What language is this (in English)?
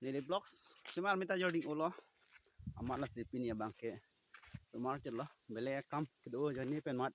Karbi